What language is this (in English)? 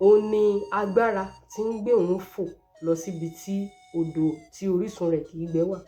Yoruba